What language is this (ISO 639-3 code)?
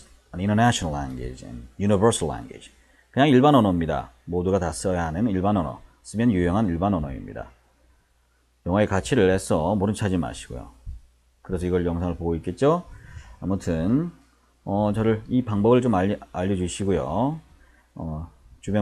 kor